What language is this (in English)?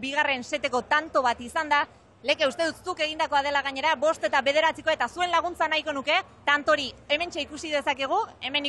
Basque